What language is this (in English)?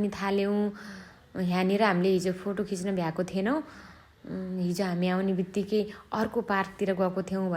Nepali